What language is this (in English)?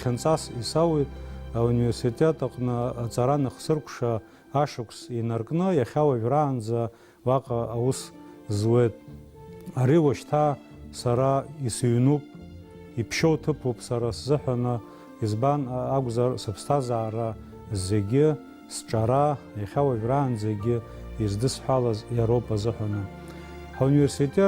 Abkhazian